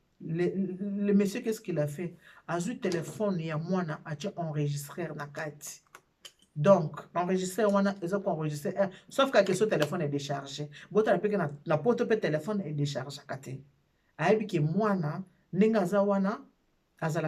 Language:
Lingala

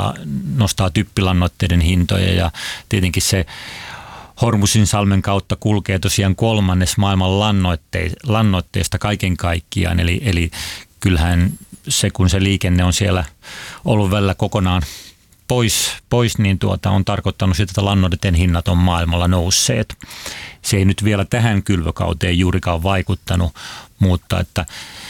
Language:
Finnish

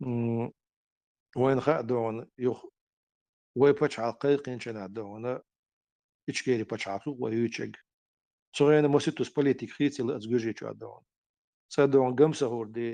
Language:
Chechen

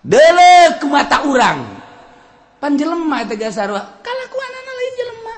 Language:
Sundanese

